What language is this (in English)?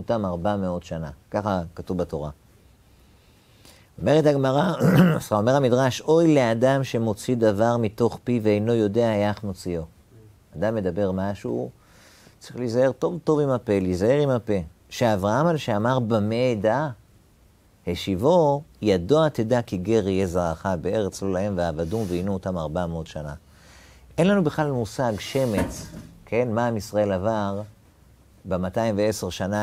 Hebrew